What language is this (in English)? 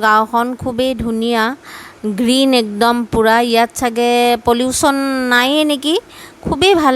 Assamese